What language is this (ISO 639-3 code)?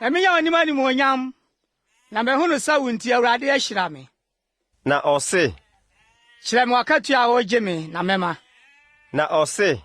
aka